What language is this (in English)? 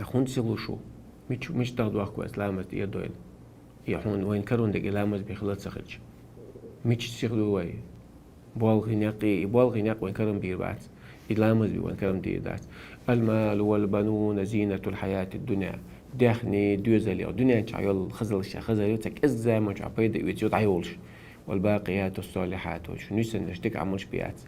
Chechen